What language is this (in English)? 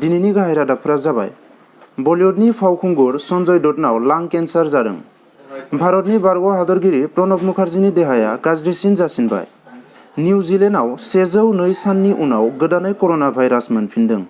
Bodo